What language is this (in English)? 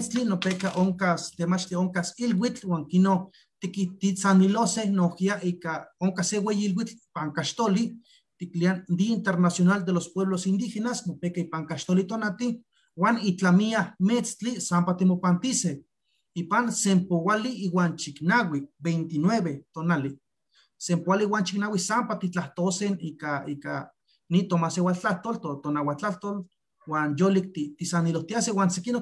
Eastern Huasteca Nahuatl